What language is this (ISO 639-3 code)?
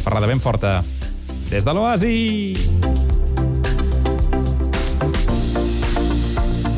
cat